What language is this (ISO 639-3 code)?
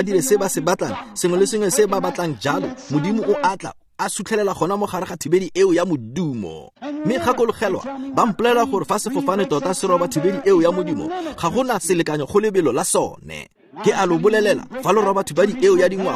tsn